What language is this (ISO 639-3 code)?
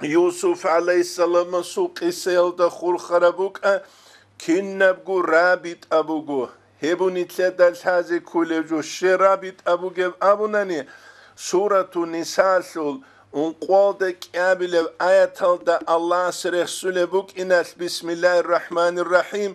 ava